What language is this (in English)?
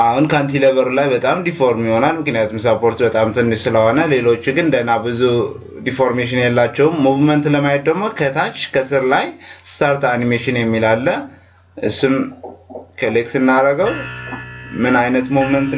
Amharic